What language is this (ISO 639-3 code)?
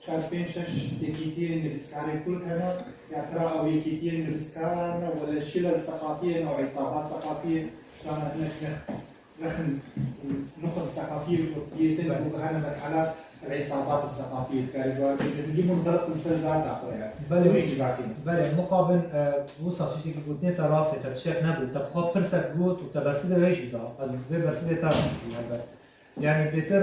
kur